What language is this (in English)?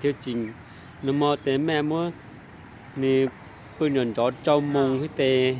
Hmong